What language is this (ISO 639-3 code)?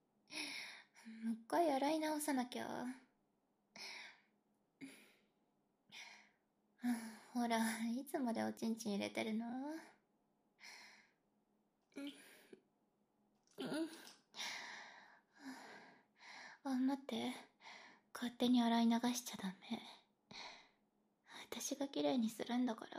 jpn